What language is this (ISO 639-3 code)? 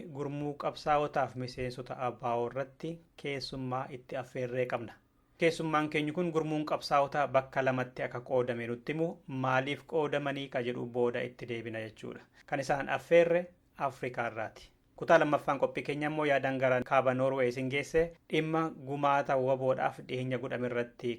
orm